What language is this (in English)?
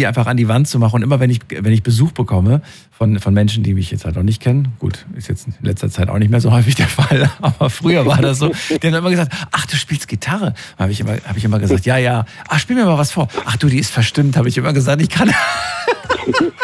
German